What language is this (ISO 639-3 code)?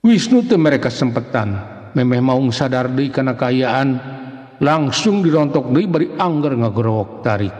sun